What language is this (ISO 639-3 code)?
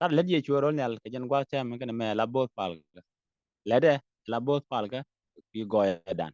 nus